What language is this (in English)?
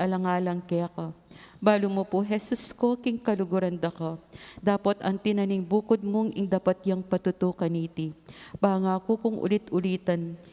Pampanga